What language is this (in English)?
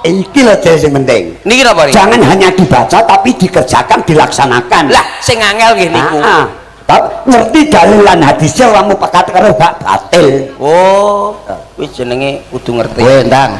Javanese